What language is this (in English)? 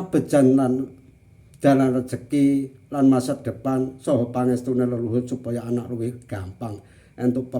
Javanese